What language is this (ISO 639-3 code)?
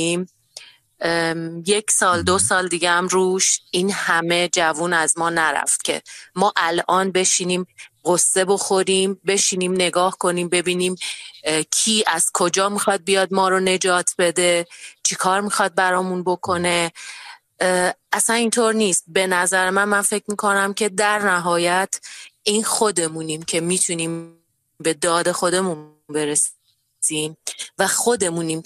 fas